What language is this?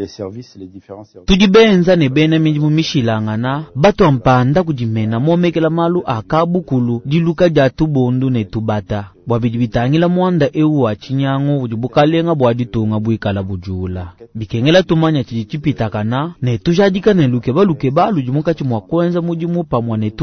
Luba-Lulua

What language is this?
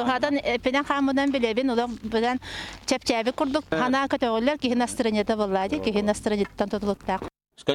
Yakut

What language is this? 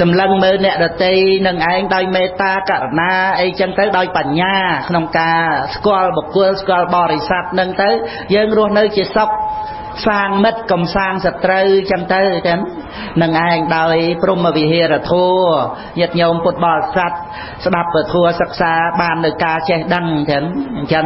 Khmer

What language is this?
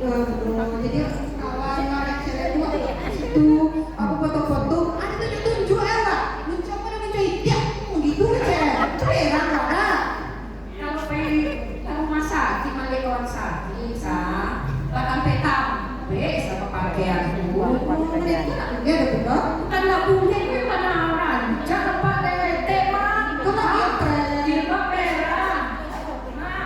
Minangkabau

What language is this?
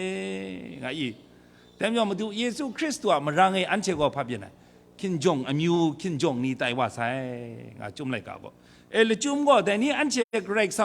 Kachin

